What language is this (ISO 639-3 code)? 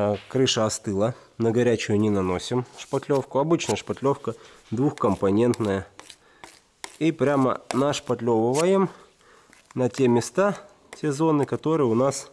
rus